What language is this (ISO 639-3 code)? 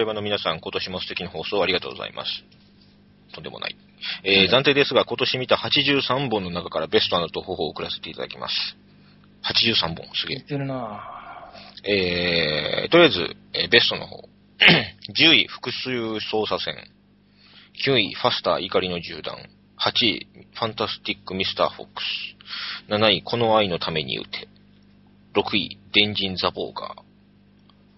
jpn